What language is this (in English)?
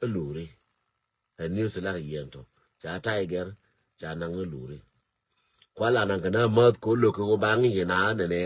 Nuer